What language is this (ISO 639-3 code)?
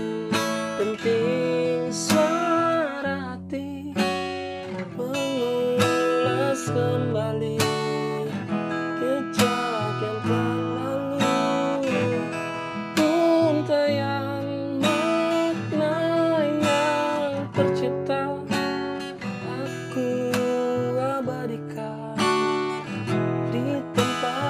ind